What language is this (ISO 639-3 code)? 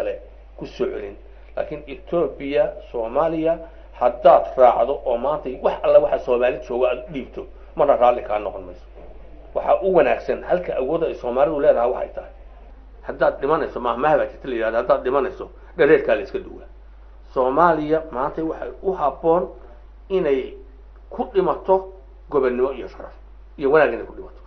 som